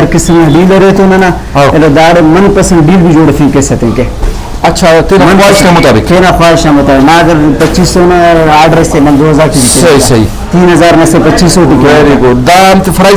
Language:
Brahui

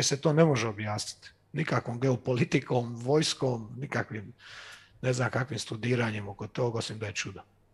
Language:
Croatian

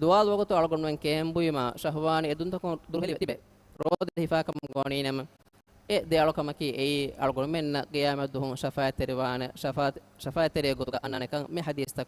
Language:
Divehi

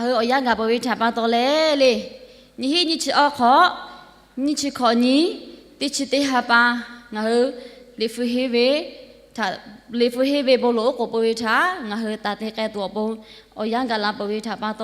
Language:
Lahu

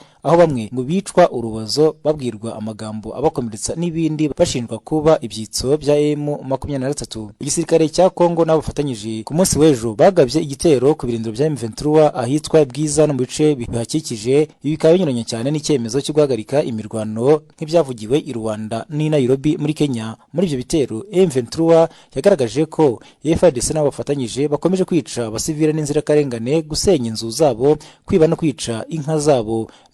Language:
Kinyarwanda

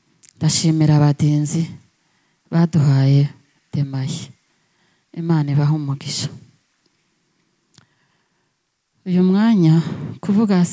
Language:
Kinyarwanda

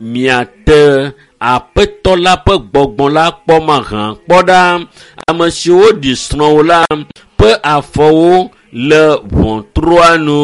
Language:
Ewe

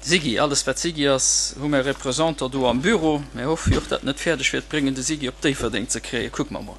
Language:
Luxembourgish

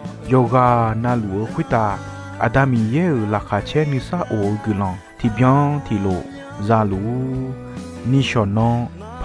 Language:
Akha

